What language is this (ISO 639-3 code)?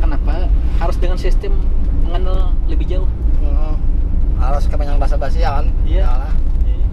bjn